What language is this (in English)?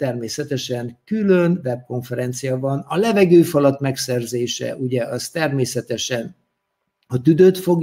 Hungarian